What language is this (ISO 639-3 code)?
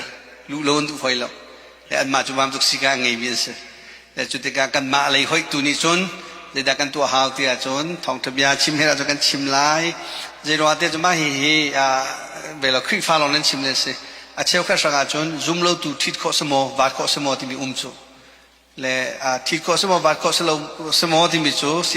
cnh